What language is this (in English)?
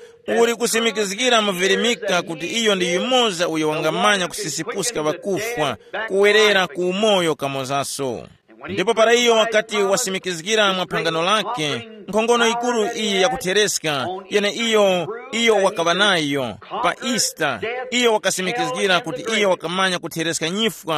Tumbuka